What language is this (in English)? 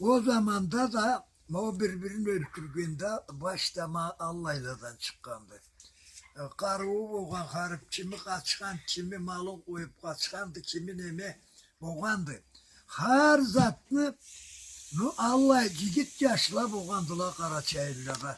Karachay-Balkar